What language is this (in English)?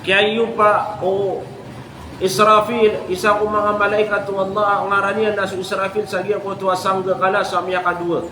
Maranao